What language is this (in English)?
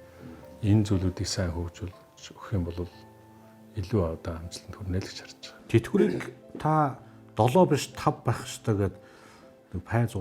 Mongolian